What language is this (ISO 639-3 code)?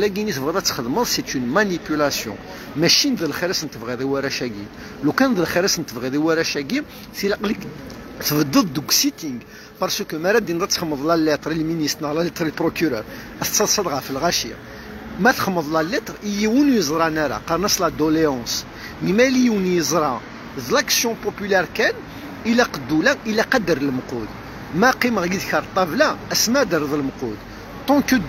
kab